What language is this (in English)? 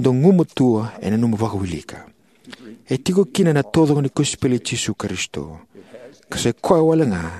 Fijian